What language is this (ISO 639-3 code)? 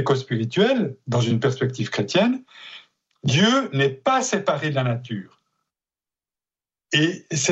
fra